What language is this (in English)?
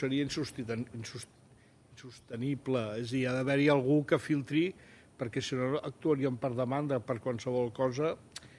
Catalan